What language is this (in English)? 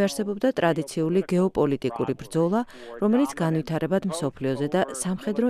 Georgian